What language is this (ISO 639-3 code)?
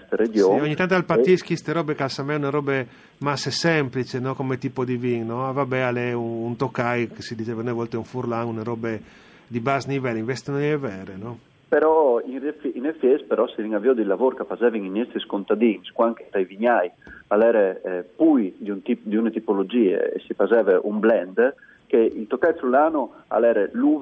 fur